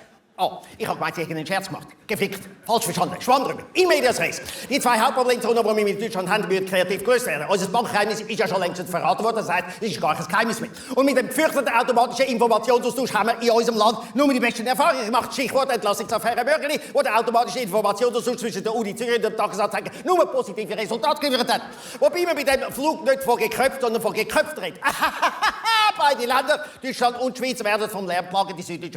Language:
Swiss German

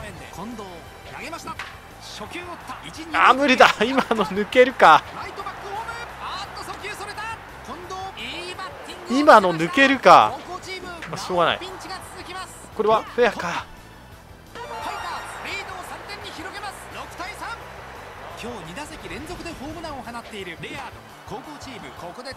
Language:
Japanese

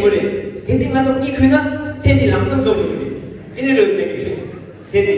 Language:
Tibetan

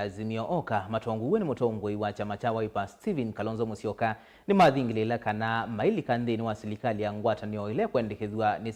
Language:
Kamba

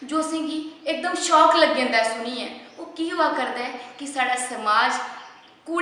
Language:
Dogri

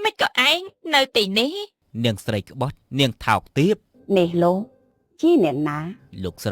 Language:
Khmer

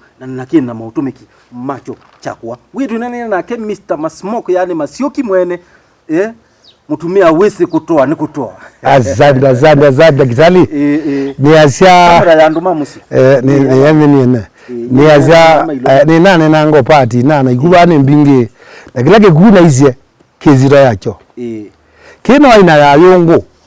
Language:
Kamba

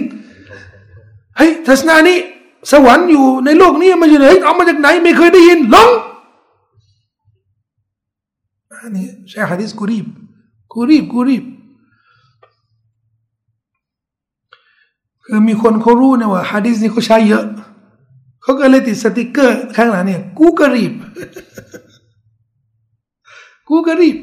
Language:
Thai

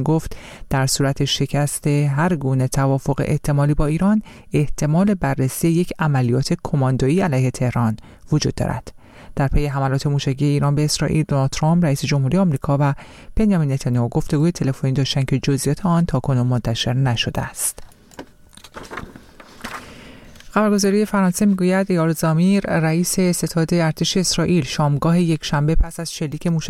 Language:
Persian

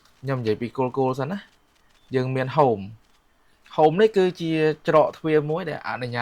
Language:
Khmer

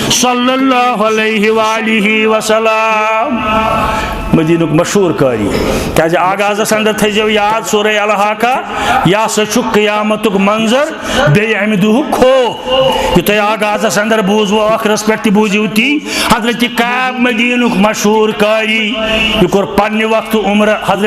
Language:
Kashmiri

